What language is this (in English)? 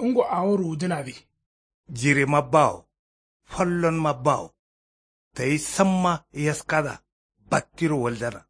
Kanuri